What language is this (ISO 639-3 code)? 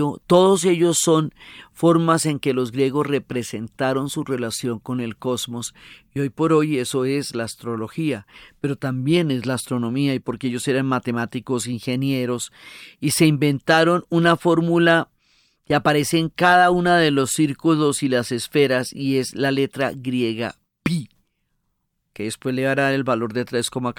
spa